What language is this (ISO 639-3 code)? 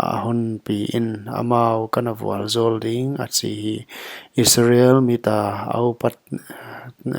pck